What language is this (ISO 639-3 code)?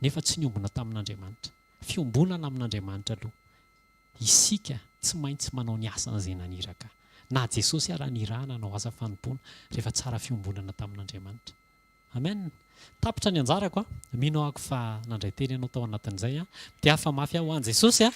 mlg